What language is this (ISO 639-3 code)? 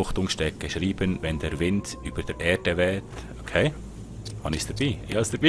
gsw